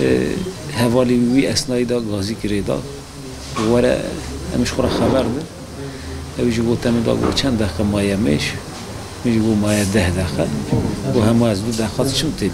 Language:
Kurdish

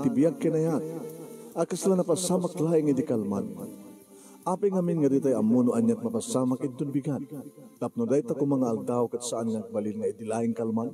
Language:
Iloko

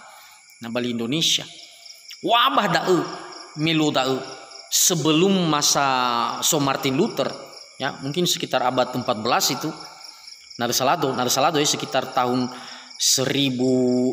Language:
Nias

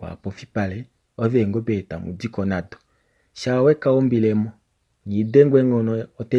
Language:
Kuanyama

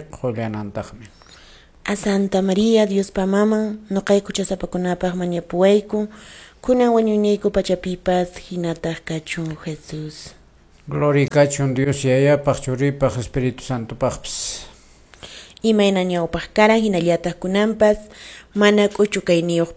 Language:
Quechua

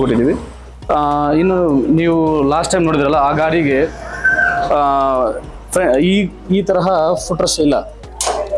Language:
Kannada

